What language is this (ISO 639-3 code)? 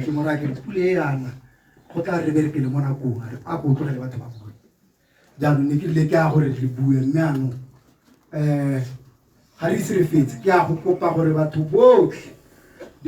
tsn